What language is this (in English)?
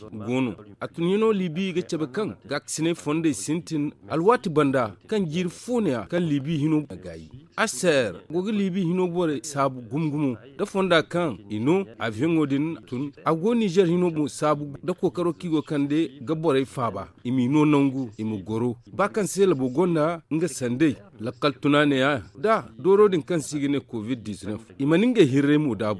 Zarma